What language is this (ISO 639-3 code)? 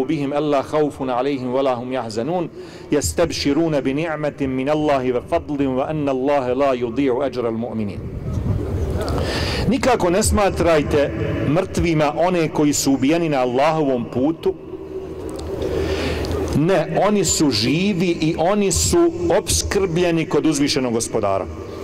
bos